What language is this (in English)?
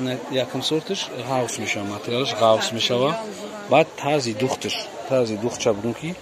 Tajik